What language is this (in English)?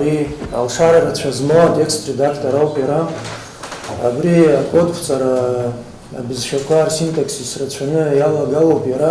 Abkhazian